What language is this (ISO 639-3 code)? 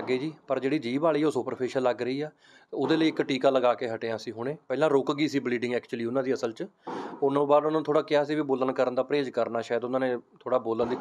pan